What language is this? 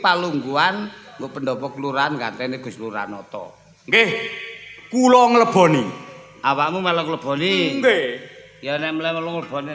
Javanese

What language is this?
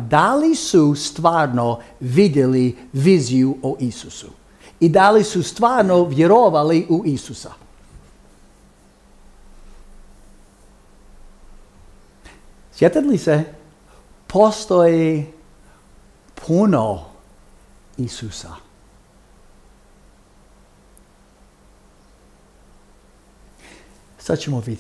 Croatian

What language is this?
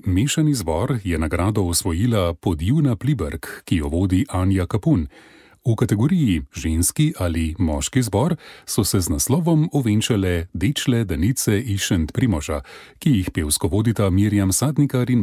Slovenian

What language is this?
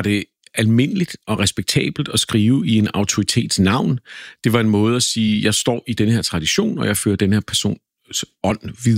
Danish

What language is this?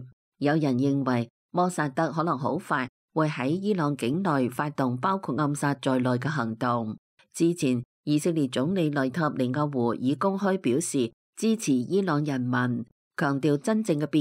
Cantonese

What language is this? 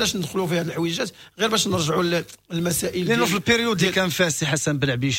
Moroccan Arabic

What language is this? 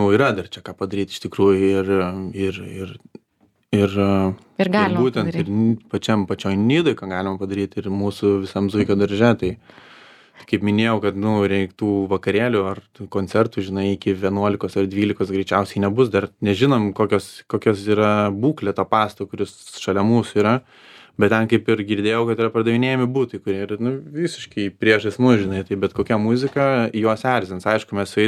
Lithuanian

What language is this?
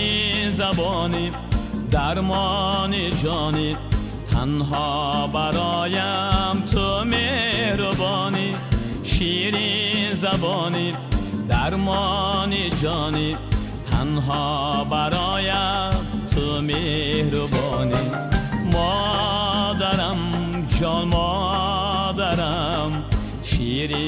Tajik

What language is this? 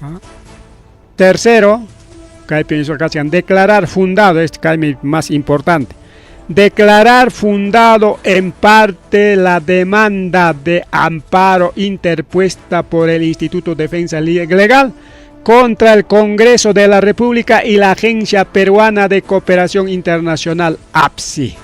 Ayacucho Quechua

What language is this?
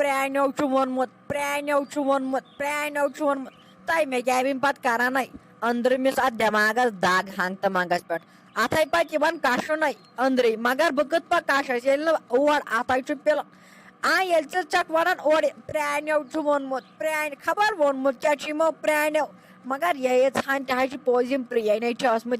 Kashmiri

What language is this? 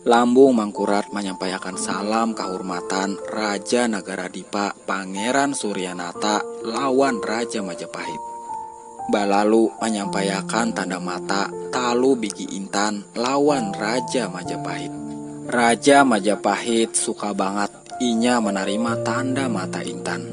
Banjar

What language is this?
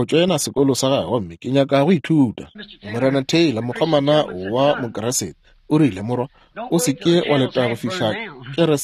Northern Sotho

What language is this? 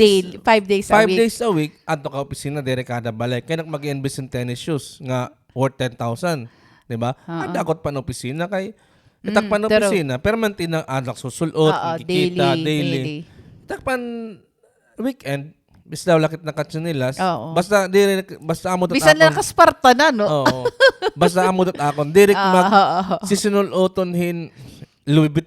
Waray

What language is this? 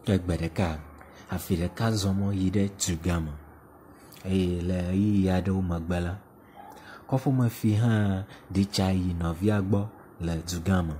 Ewe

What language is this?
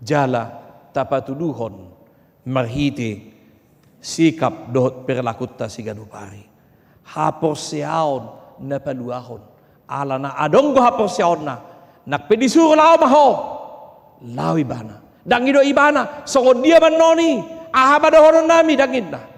Batak Toba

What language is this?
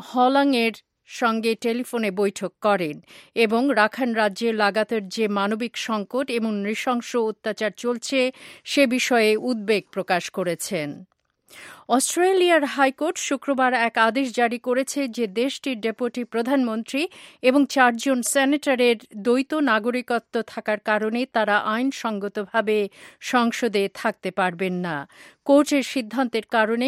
Bangla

